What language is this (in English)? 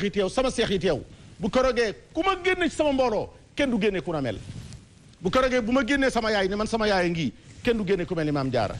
Wolof